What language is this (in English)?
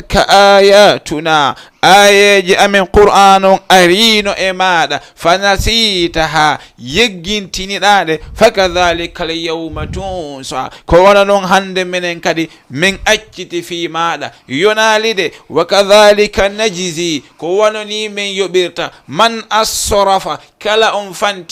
Fula